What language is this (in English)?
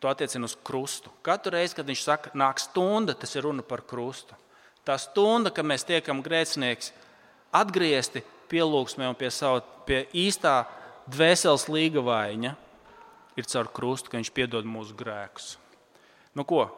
Latvian